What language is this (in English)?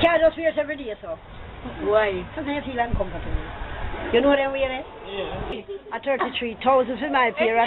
Jamaican Creole English